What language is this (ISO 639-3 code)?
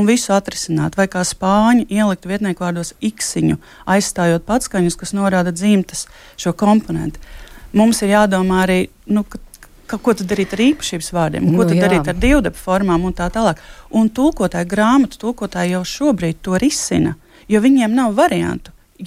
lav